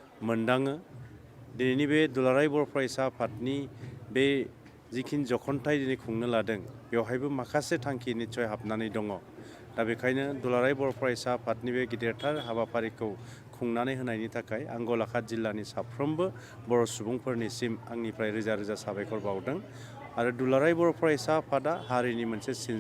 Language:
Bodo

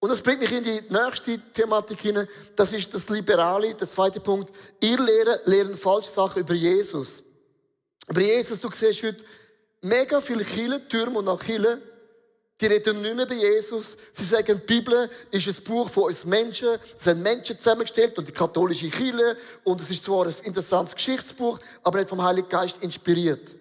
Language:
Swiss German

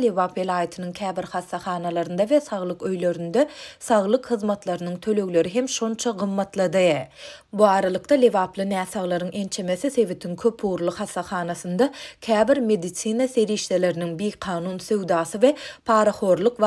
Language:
Turkmen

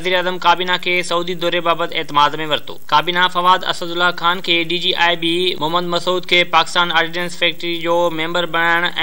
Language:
Sindhi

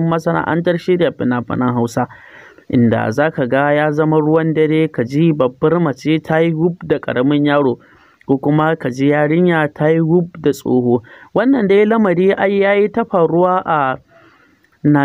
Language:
Hausa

